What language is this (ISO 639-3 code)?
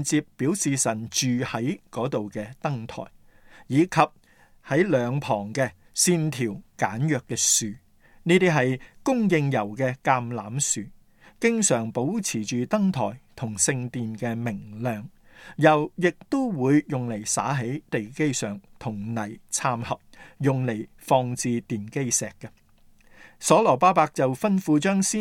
yue